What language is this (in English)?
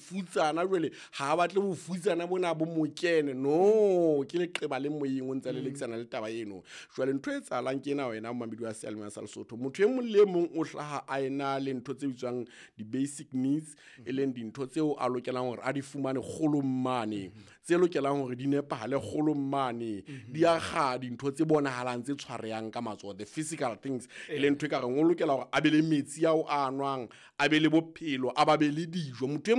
Southern Sotho